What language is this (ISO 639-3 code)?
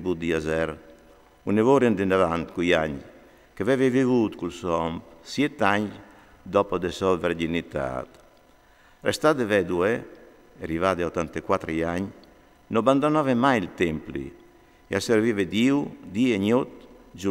fur